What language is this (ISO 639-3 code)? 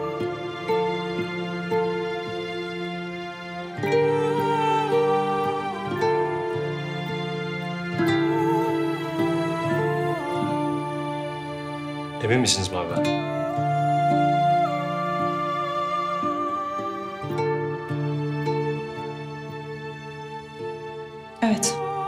tur